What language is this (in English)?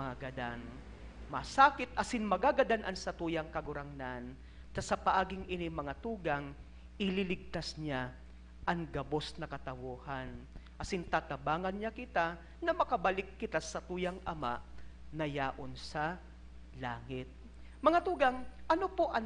Bikol